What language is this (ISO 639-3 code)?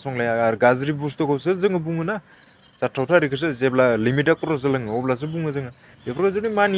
brx